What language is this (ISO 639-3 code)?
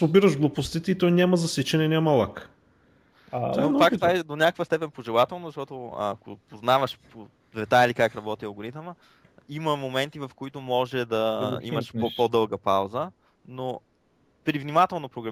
bul